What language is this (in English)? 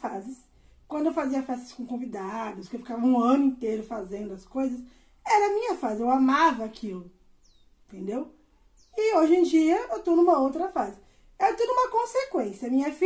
Portuguese